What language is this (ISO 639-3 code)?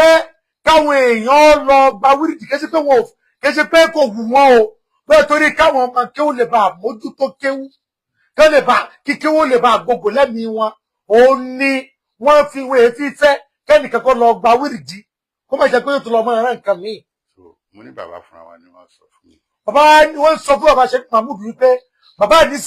yor